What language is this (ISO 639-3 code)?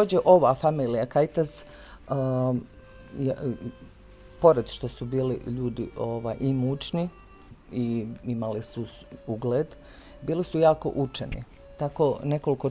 bos